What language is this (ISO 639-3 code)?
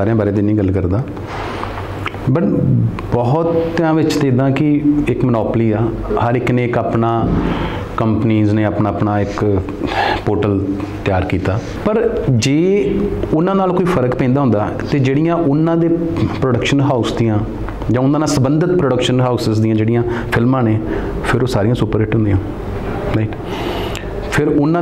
pan